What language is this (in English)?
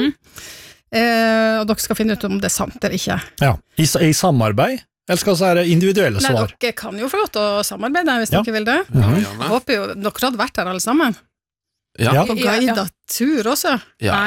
Norwegian